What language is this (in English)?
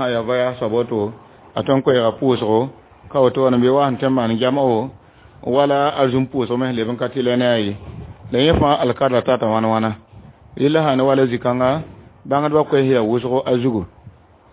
Mossi